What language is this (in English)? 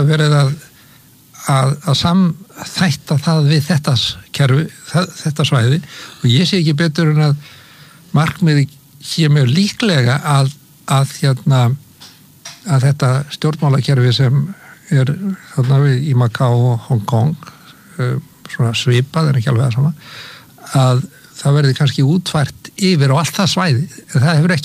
Icelandic